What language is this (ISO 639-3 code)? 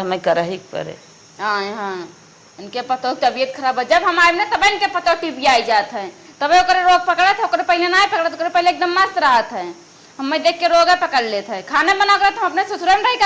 awa